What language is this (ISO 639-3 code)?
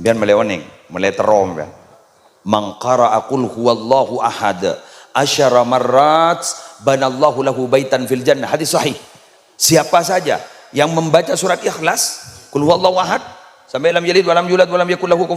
mad